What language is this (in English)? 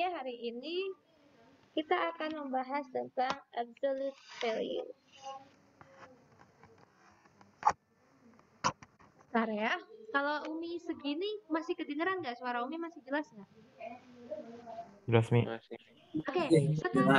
Indonesian